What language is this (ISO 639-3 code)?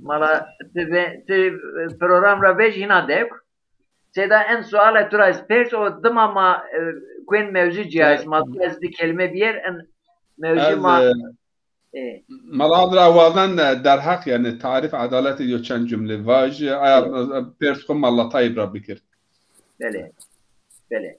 zza